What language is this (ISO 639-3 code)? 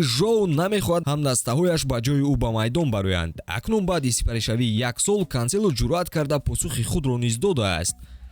tgk